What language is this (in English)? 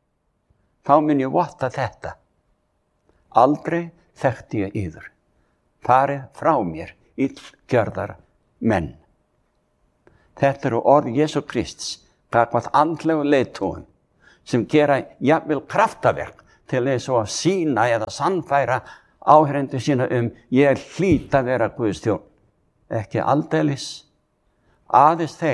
Icelandic